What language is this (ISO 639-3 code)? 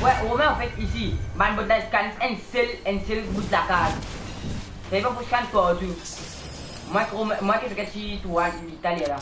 mfe